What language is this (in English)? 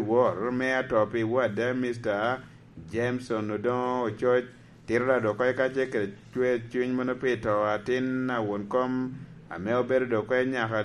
Lango (Uganda)